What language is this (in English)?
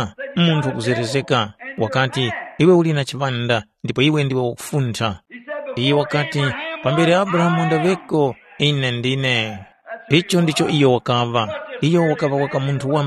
Tumbuka